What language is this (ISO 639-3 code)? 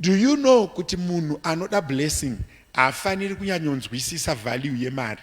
sna